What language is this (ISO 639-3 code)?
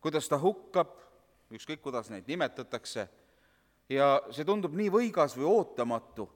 est